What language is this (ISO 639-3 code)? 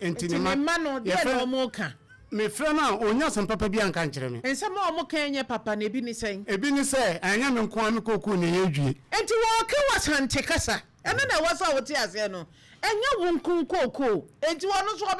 aka